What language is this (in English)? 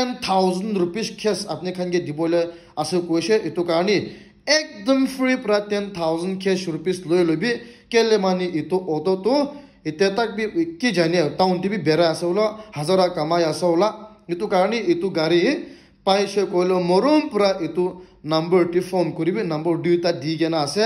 Naga Pidgin